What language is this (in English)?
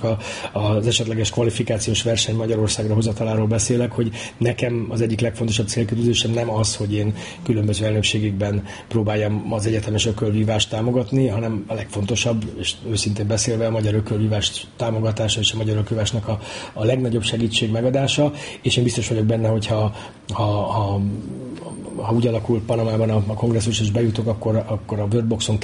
Hungarian